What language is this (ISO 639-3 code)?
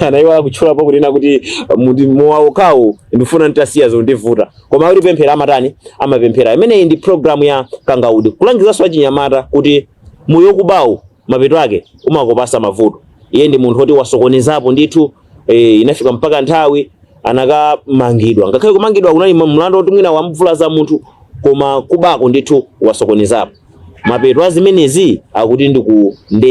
nya